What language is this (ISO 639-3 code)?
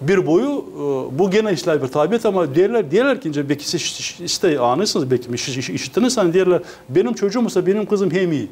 gag